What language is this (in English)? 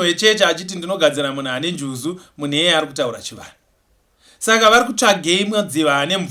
Shona